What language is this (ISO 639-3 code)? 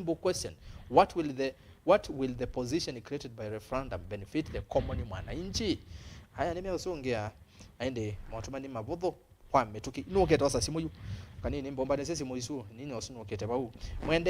kam